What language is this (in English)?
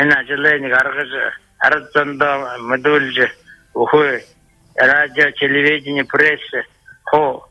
Buriat